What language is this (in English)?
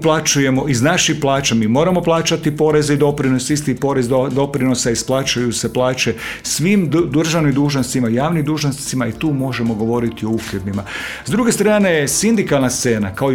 Croatian